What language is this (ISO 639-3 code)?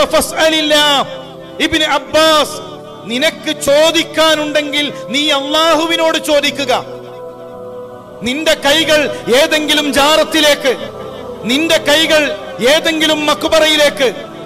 mal